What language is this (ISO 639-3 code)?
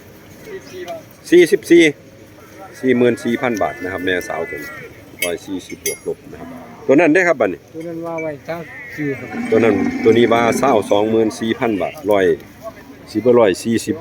tts